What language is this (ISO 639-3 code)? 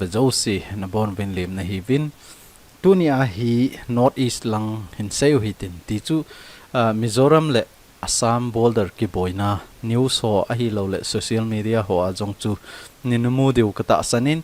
tcz